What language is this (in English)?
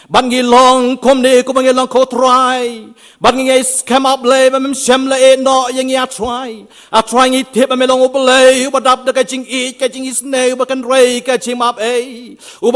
Khasi